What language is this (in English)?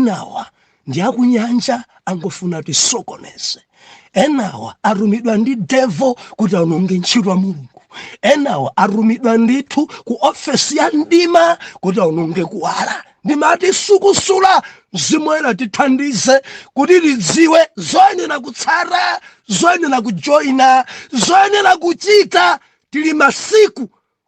Nyanja